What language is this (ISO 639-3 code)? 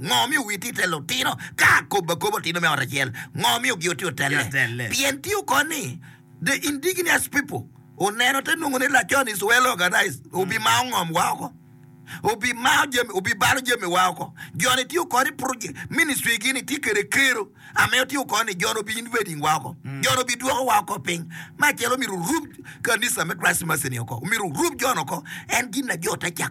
ach